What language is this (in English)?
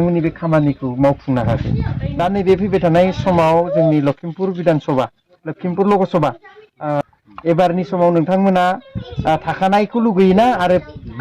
Bodo